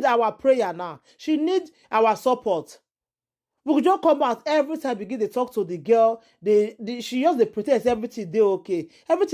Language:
Nigerian Pidgin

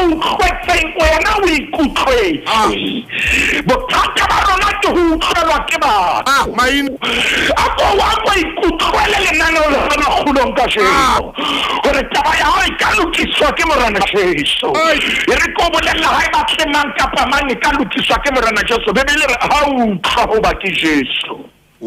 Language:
Southern Sotho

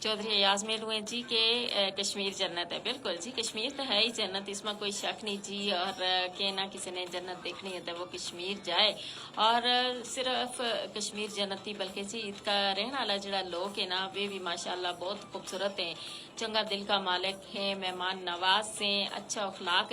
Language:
Gujari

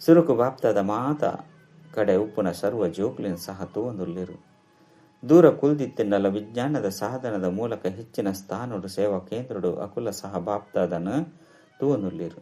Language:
Tulu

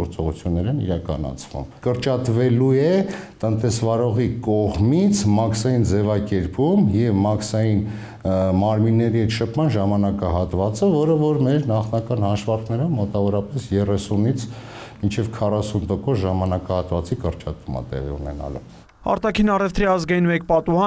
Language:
Armenian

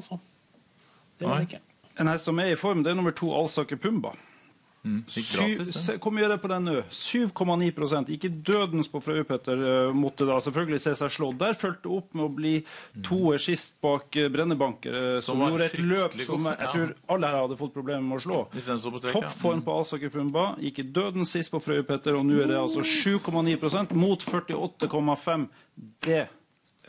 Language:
Norwegian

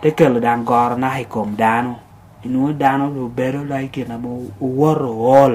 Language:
Lango (Uganda)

